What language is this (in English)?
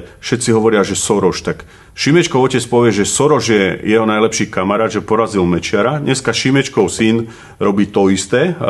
Slovak